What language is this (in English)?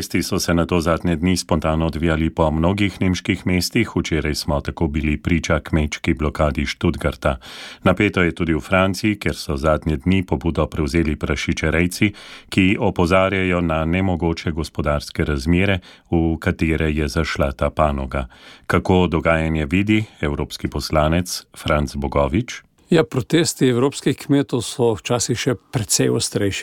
Slovenian